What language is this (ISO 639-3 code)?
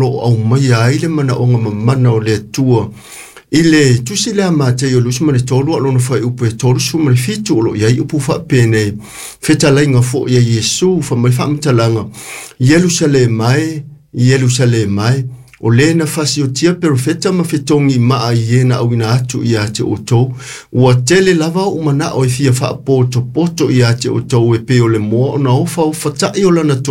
smo